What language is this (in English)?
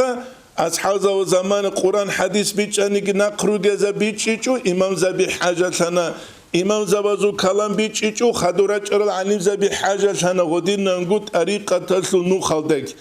Avaric